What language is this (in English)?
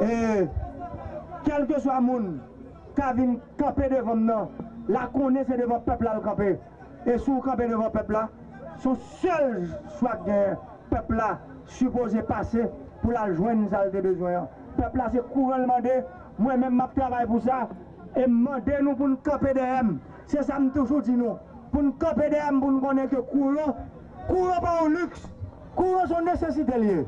Haitian Creole